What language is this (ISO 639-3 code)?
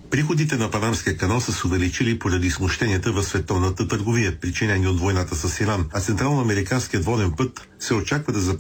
bul